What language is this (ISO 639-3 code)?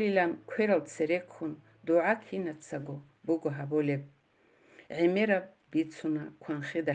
ava